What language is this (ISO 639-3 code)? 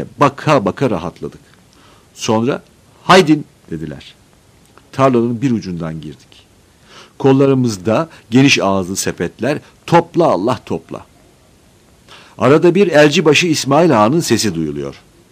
tur